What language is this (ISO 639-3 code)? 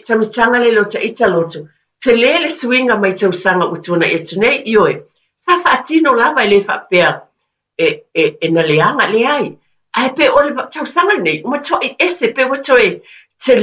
smo